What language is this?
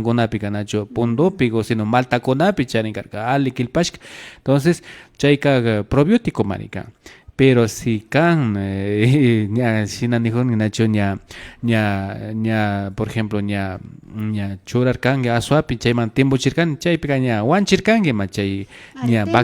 Imbabura Highland Quichua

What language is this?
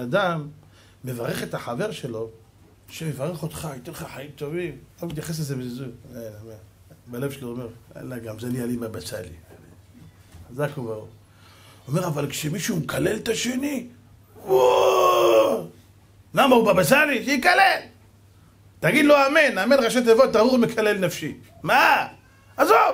Hebrew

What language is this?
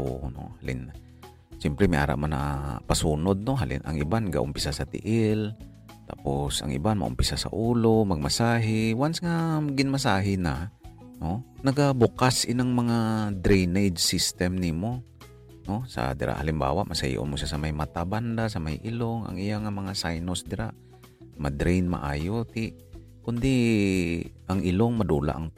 Hiligaynon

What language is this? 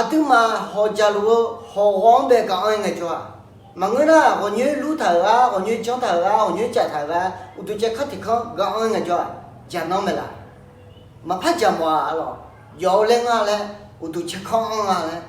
Akha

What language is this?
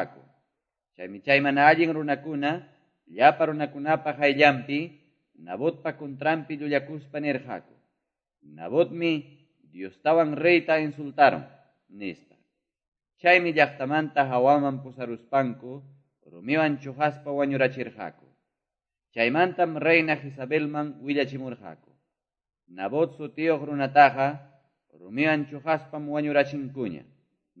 Quechua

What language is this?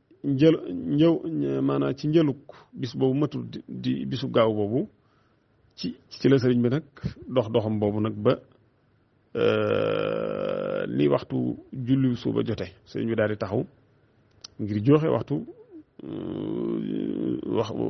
Wolof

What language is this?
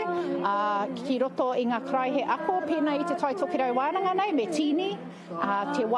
Māori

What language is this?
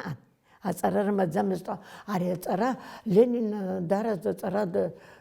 Abkhazian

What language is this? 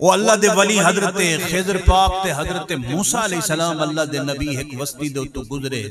Saraiki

